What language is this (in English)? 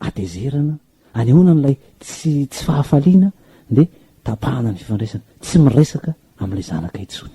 Malagasy